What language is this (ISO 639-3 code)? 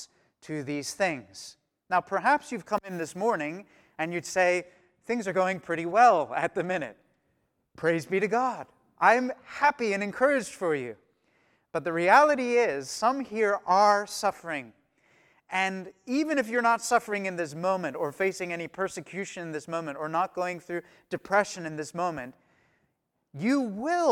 eng